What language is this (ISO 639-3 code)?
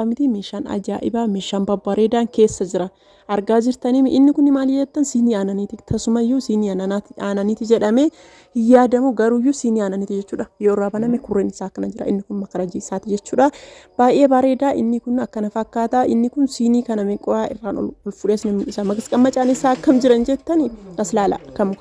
orm